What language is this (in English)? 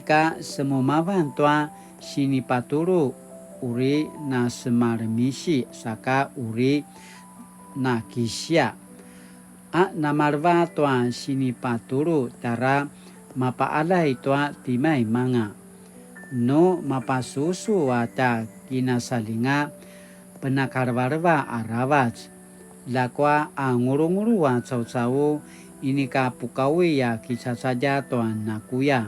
Paiwan